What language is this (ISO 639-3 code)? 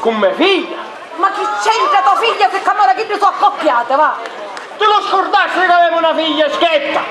scn